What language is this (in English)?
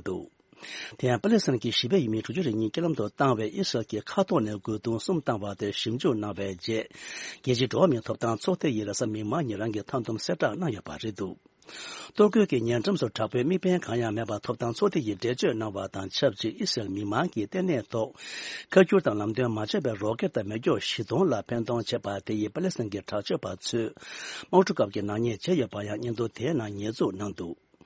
Tibetan